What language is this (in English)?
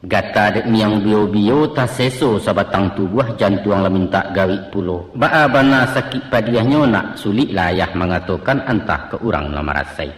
Minangkabau